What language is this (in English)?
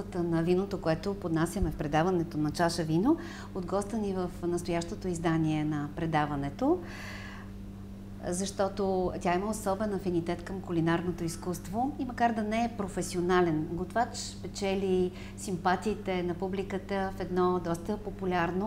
Bulgarian